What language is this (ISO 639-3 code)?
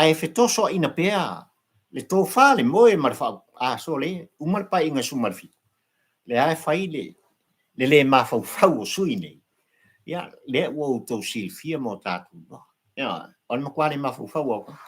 smo